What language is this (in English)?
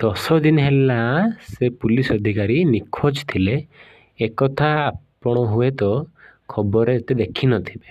Odia